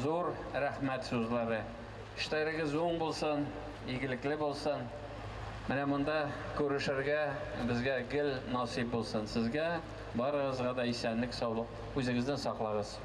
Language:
Tatar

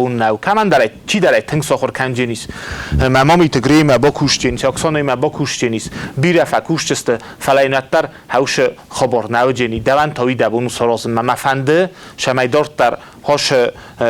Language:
Ossetic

